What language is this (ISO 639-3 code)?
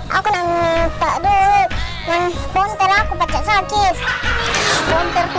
mui